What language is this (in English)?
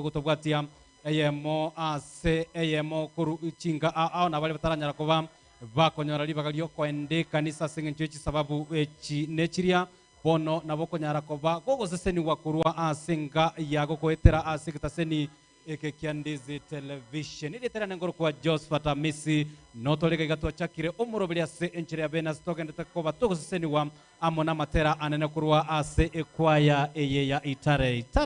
Gusii